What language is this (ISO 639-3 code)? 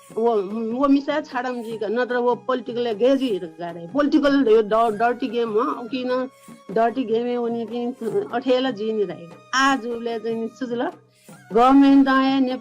new